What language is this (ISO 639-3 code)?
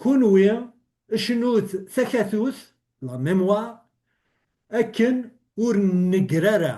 kab